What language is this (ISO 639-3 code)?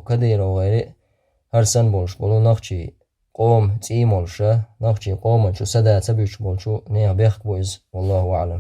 che